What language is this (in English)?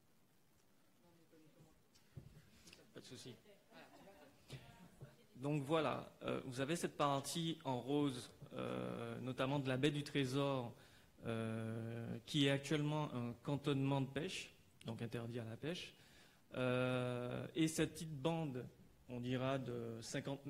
French